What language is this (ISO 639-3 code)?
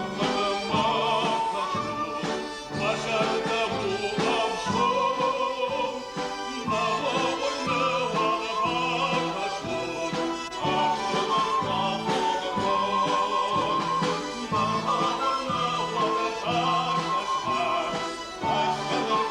oss